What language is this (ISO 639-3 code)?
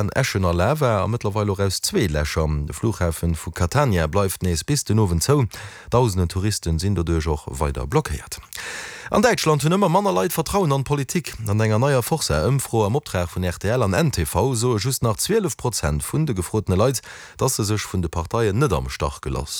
ltz